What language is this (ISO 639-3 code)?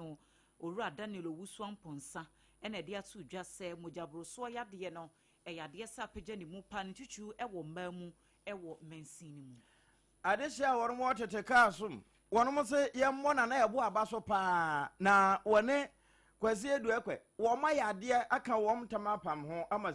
aka